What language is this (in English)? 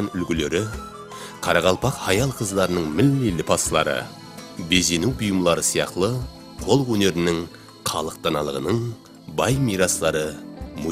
Kara-Kalpak